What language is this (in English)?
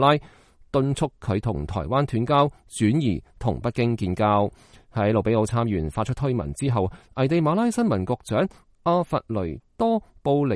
Cantonese